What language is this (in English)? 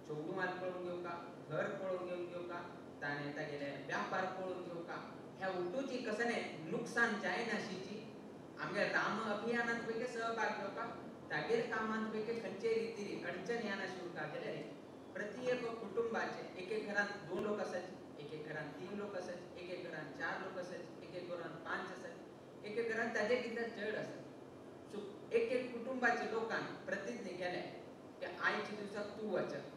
Konkani